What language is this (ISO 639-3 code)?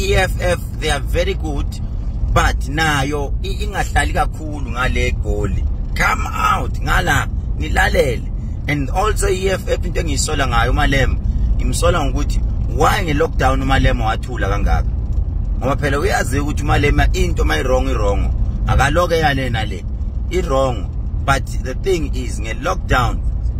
zul